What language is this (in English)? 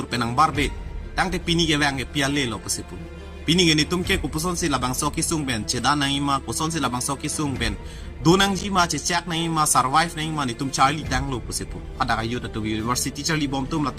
Karbi